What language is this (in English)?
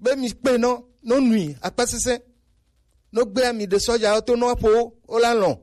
Gen